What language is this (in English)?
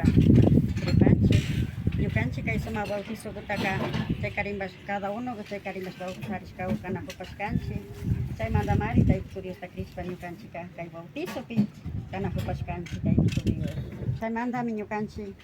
Imbabura Highland Quichua